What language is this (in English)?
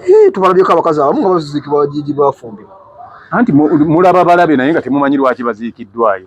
Ganda